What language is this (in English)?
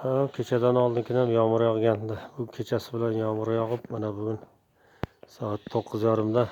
Uzbek